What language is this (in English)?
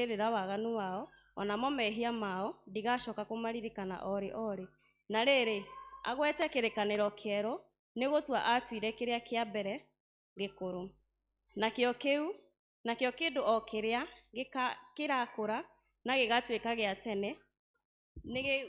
Kikuyu